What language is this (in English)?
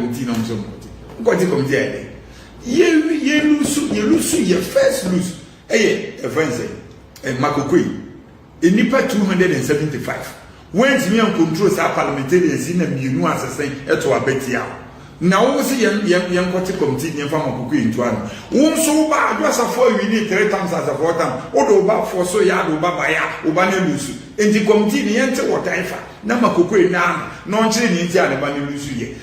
Akan